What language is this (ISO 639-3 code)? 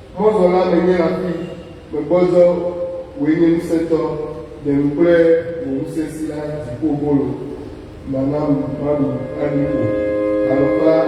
ewe